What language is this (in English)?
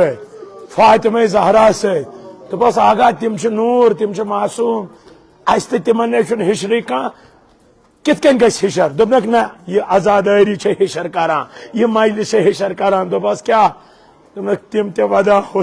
Kashmiri